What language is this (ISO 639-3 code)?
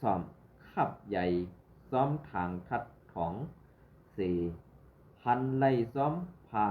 shn